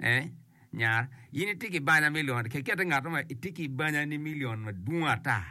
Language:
Acoli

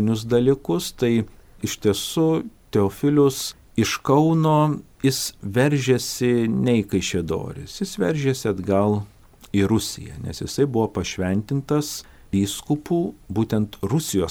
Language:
Lithuanian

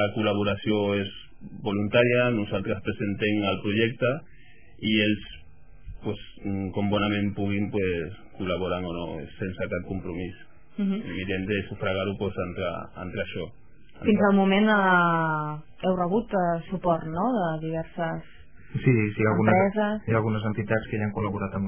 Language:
Catalan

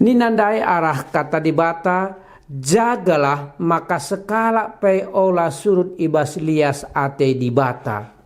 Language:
Batak Karo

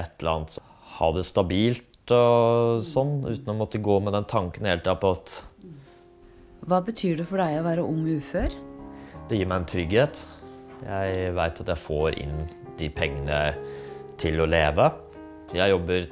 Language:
Norwegian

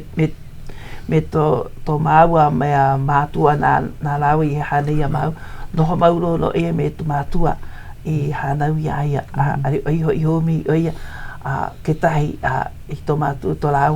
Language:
Hawaiian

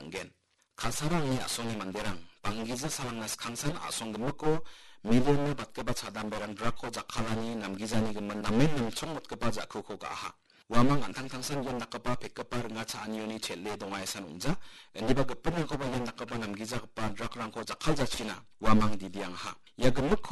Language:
Garo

